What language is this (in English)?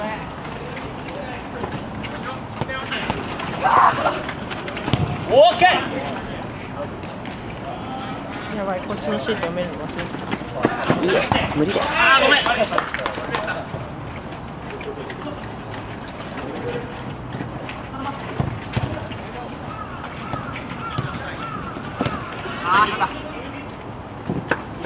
Japanese